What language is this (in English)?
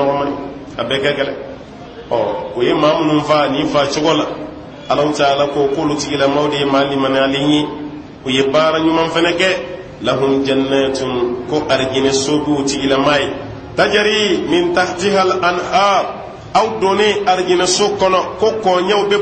Bambara